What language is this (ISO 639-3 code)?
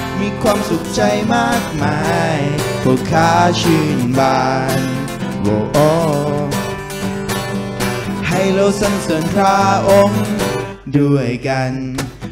tha